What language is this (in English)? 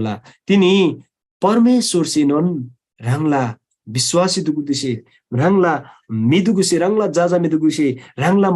Eastern Tamang